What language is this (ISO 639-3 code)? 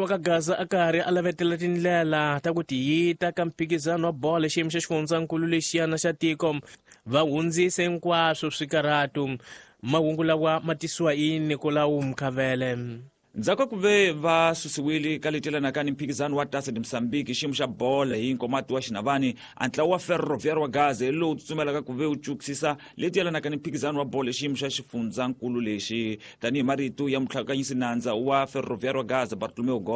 tso